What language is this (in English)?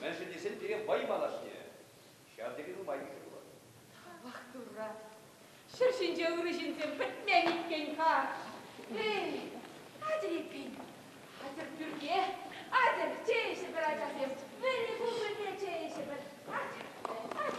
Chuvash